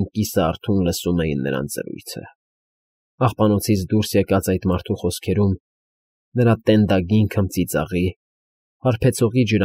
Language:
Armenian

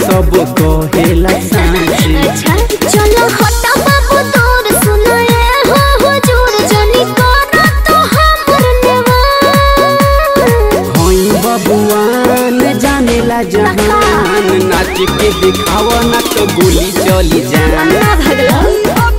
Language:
Bhojpuri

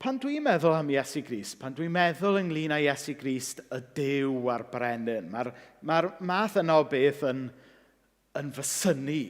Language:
Welsh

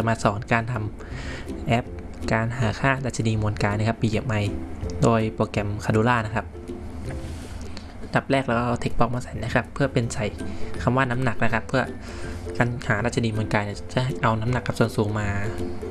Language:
Thai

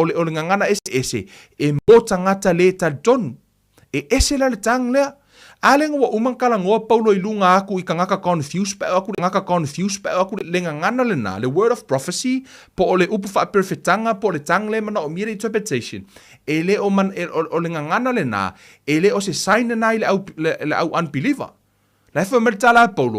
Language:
Samoan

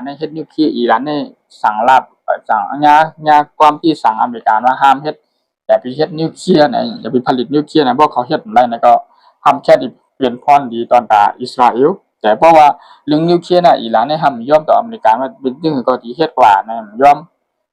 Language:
Shan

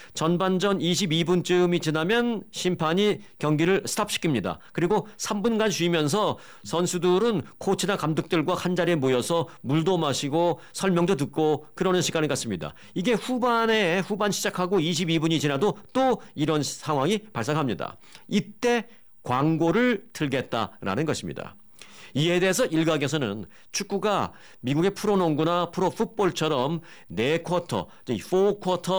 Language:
Korean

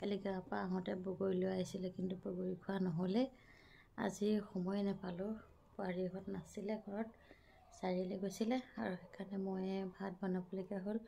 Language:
Assamese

